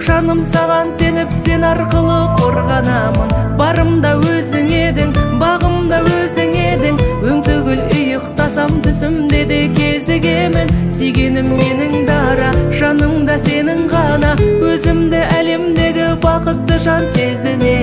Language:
Kazakh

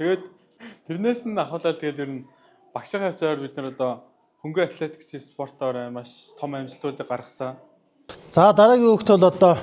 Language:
Mongolian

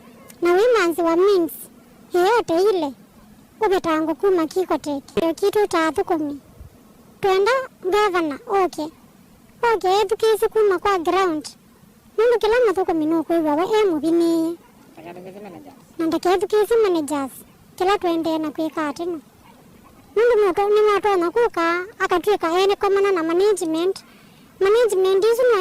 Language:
Kamba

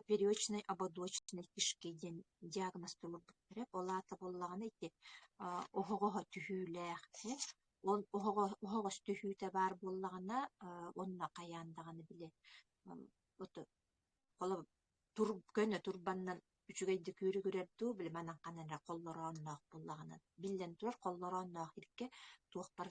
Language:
Yakut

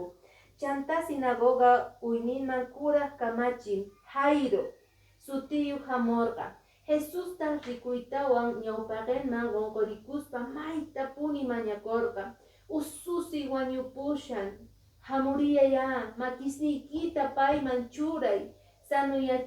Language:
Quechua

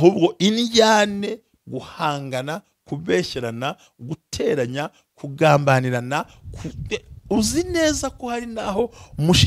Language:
Kinyarwanda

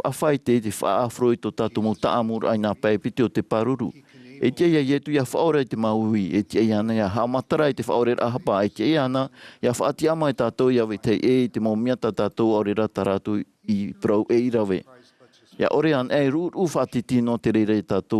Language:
Tahitian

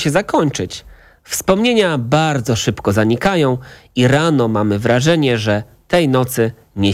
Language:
Polish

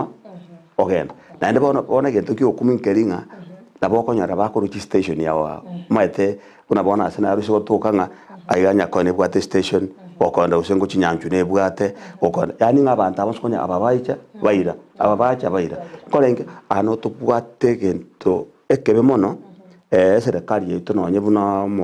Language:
Gusii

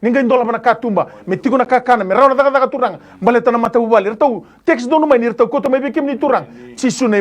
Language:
Fijian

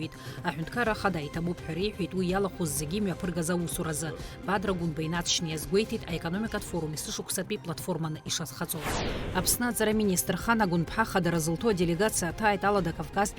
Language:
Abkhazian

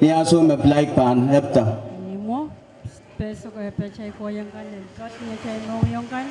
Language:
Pohnpeian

